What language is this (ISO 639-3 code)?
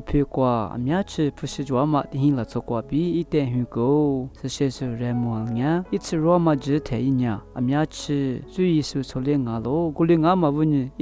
lis